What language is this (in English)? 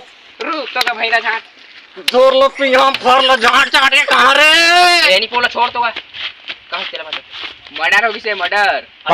Chhattisgarhi